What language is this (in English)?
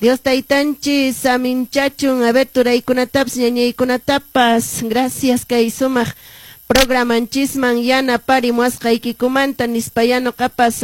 Quechua